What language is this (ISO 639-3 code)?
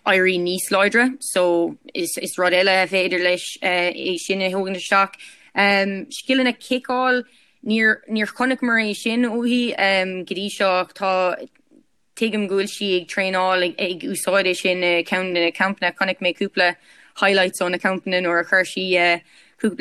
gle